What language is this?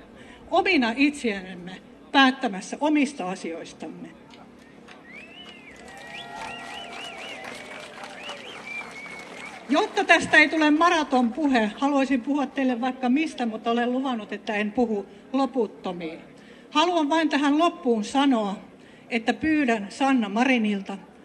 Finnish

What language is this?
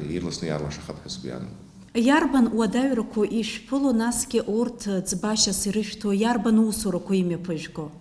Abkhazian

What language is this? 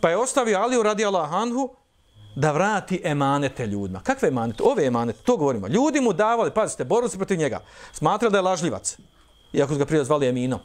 Bosnian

